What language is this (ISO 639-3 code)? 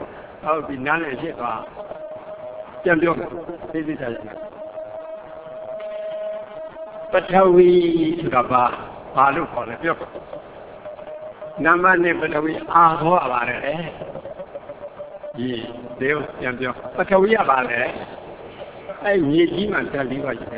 mya